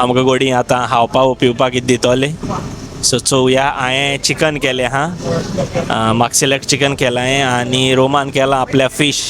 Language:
Konkani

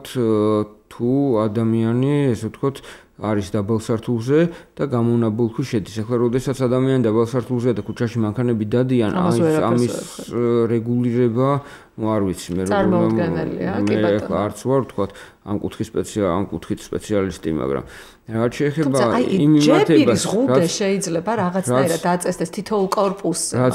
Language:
Georgian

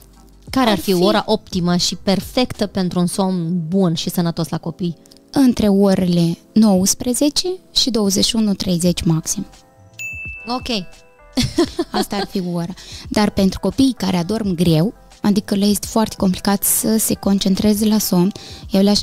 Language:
Romanian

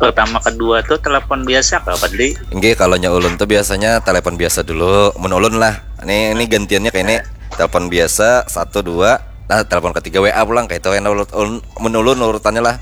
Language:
Banjar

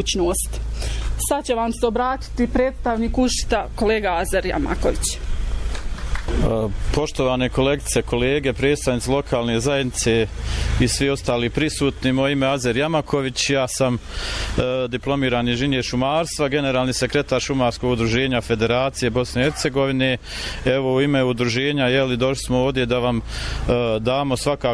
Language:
Bosnian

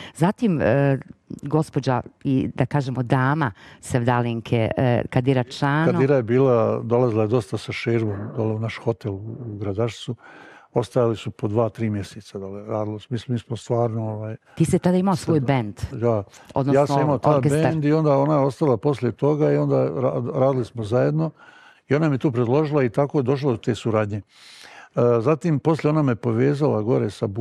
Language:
Bosnian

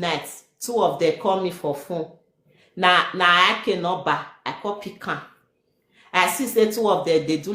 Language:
Nigerian Pidgin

